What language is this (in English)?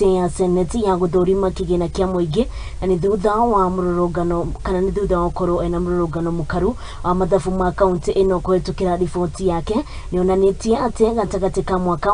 Kikuyu